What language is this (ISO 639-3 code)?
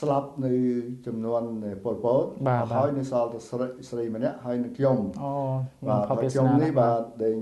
khm